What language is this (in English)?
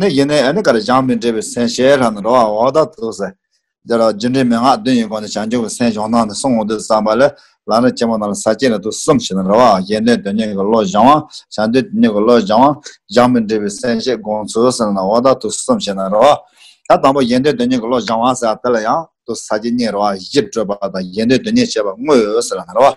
Tibetan